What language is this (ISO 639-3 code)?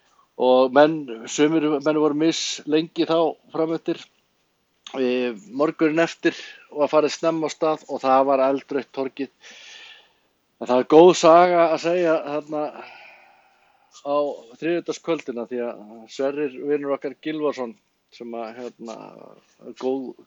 isl